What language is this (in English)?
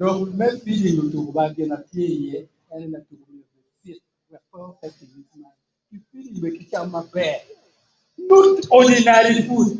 Acoli